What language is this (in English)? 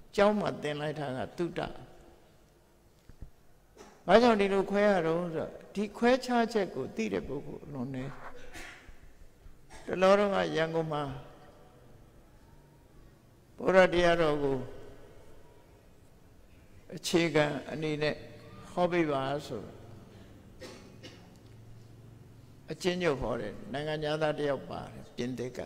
Burmese